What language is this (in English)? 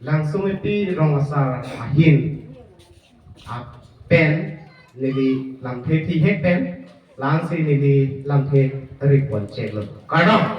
Karbi